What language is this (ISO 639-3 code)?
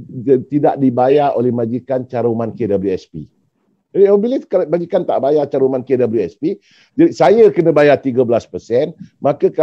msa